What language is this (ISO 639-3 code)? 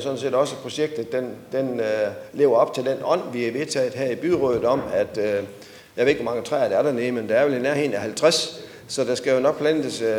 dan